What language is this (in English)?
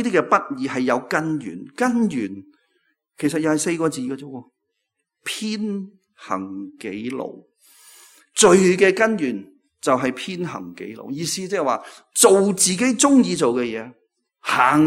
Cantonese